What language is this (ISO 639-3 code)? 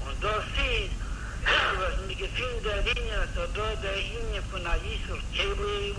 yid